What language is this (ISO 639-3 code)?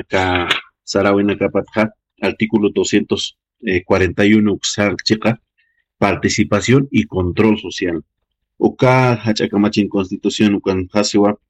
aym